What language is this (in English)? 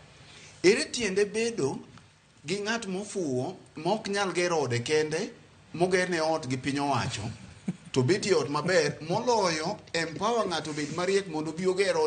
Luo (Kenya and Tanzania)